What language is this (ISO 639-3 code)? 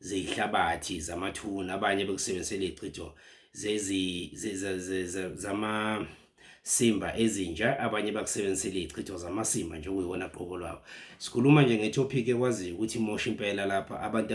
zul